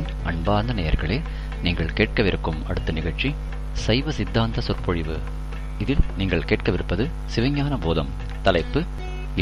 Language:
Tamil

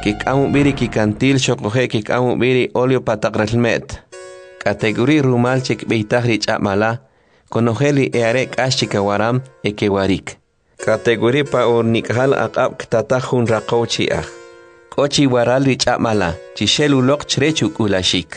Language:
Kʼicheʼ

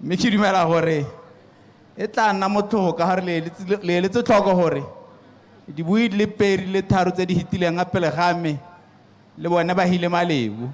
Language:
Tswana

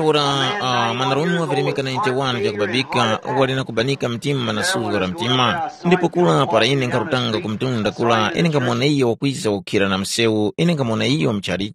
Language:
Tumbuka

